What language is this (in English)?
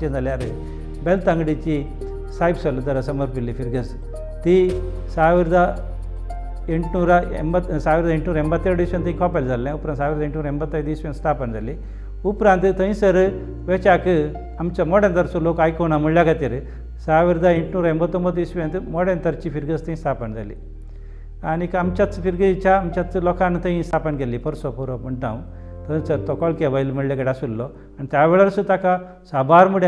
Konkani